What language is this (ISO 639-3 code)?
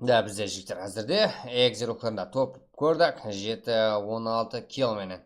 kaa